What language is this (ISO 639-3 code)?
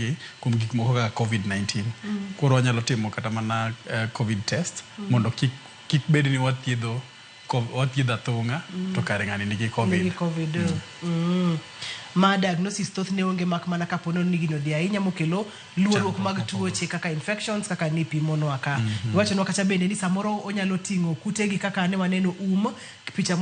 luo